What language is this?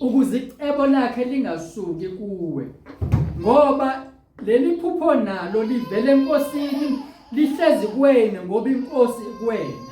Zulu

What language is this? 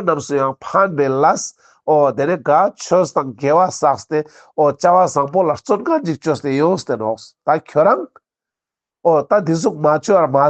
Ladakhi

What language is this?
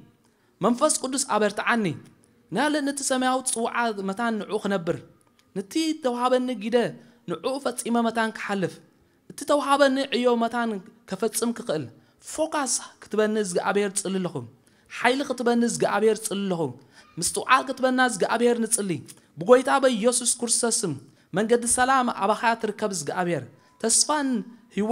Tigrinya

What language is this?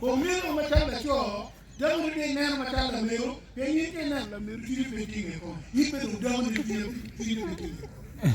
Acoli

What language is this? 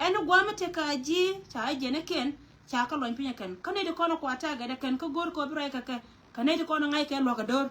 Nuer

